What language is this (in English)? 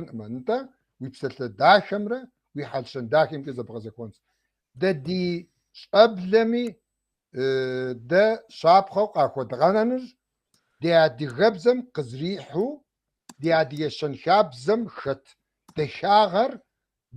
Kabardian